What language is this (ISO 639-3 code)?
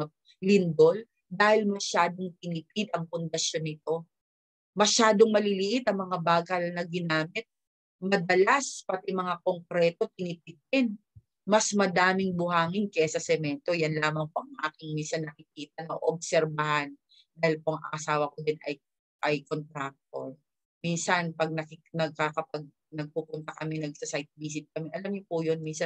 fil